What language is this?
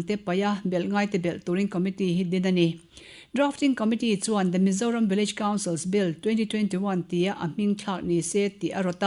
Mizo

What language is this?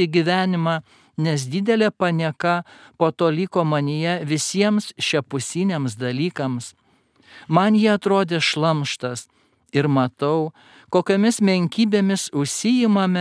Lithuanian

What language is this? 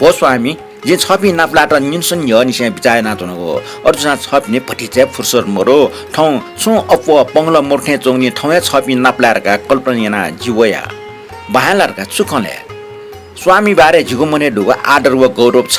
Newari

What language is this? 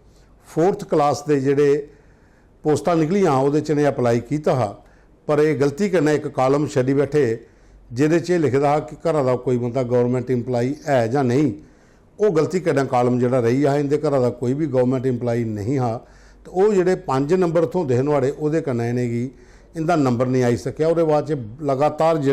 Dogri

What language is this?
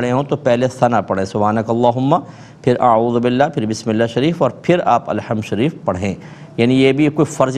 Urdu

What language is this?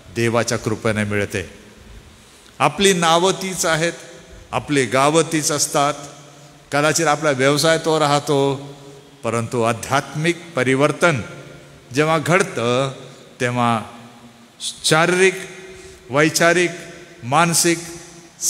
Marathi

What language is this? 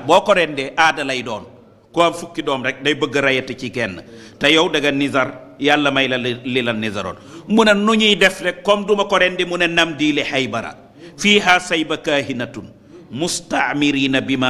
Wolof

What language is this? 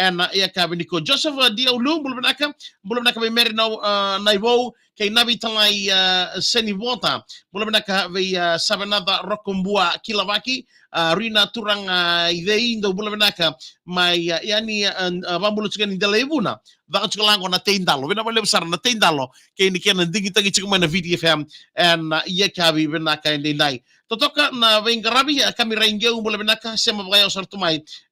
Fijian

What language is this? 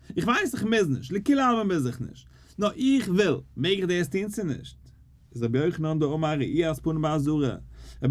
Yiddish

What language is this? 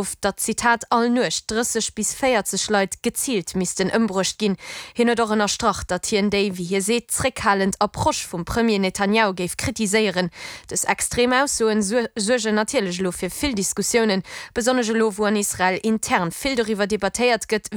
Luxembourgish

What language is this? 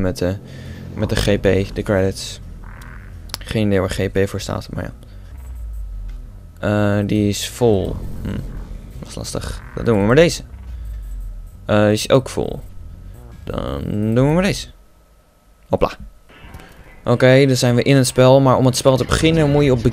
Dutch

